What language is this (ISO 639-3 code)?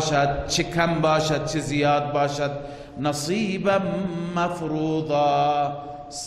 fas